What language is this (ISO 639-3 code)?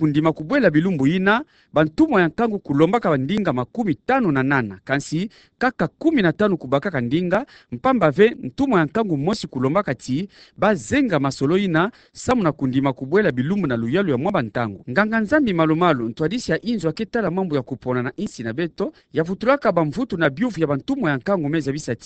ktu